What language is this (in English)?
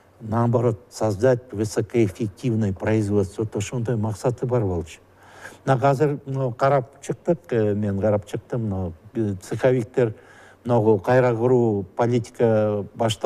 Kyrgyz